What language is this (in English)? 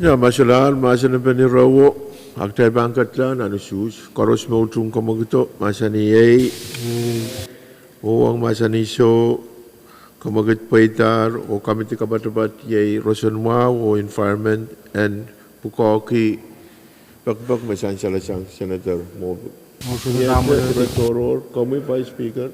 Pohnpeian